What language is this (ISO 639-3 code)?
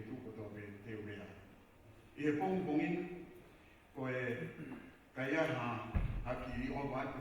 ton